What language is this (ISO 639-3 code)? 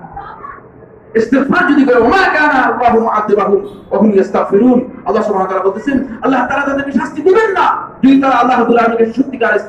ben